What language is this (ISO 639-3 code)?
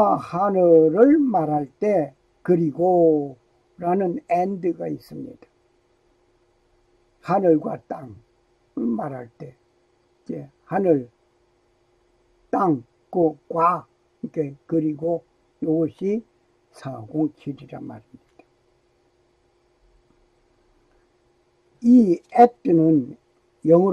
kor